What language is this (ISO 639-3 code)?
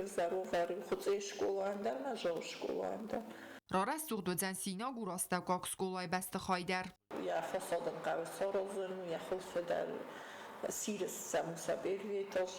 oss